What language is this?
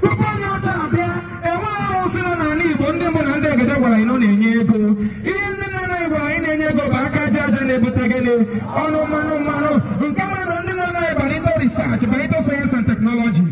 Igbo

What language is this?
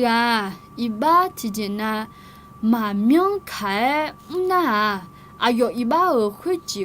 Akha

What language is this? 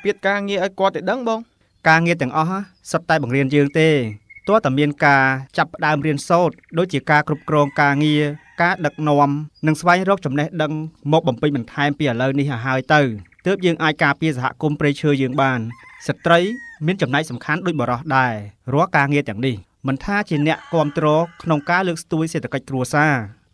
Khmer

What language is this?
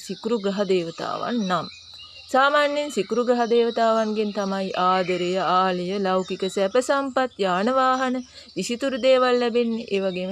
Sinhala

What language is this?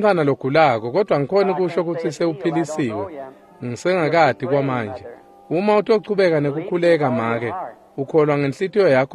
Swati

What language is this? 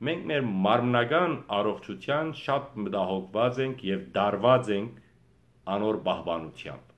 Western Armenian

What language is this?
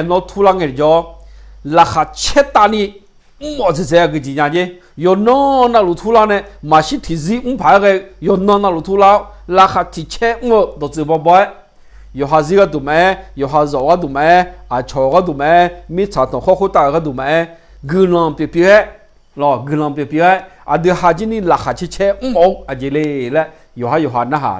Akha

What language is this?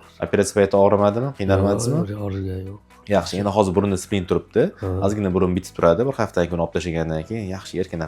Uzbek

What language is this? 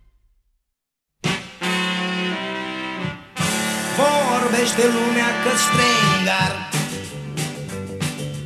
Romanian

